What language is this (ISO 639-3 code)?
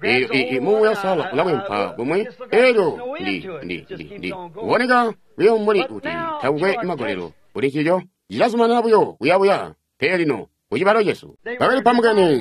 toi